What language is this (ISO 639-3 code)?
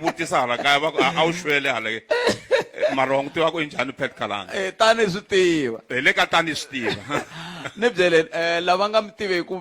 tso